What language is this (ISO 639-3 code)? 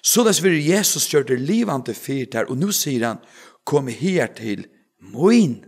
fao